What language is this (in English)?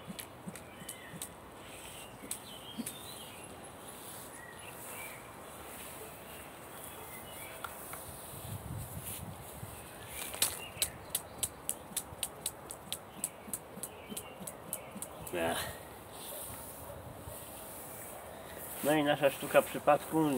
Polish